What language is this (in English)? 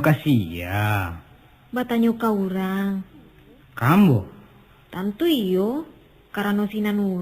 Minangkabau